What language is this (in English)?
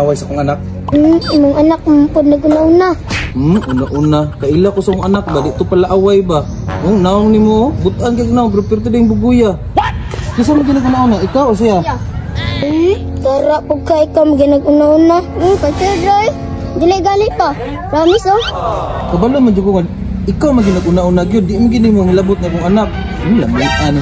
Cebuano